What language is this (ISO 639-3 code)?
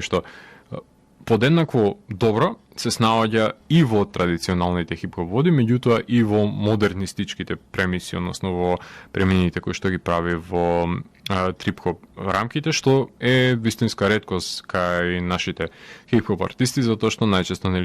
mkd